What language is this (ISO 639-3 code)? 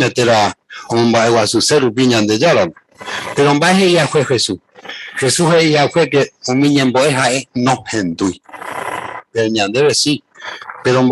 grn